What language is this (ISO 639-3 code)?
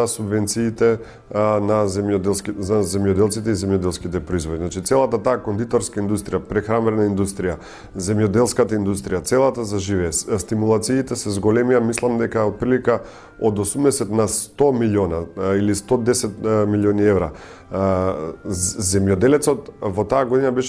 mkd